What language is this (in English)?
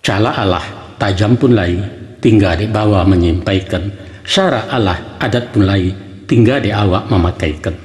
Minangkabau